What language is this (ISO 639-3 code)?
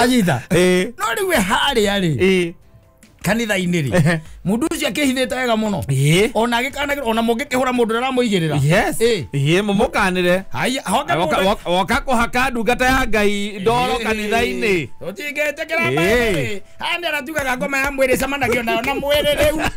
kik